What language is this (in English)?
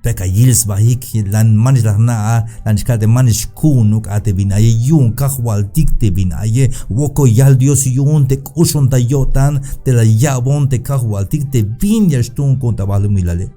Tzeltal